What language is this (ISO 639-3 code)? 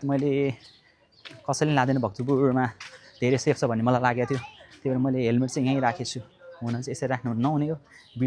nep